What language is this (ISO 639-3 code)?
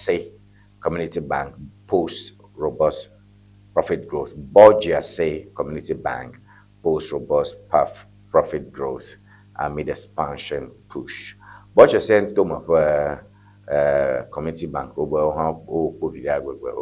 ewe